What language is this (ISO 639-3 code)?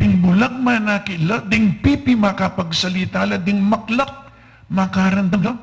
pam